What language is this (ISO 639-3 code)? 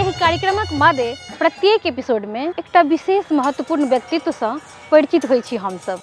mai